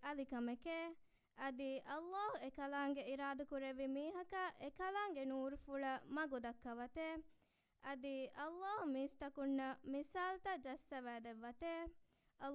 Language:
Divehi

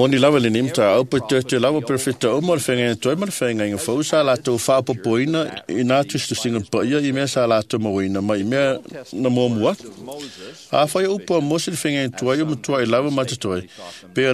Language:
Samoan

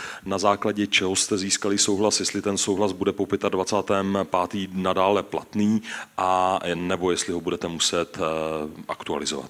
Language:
Czech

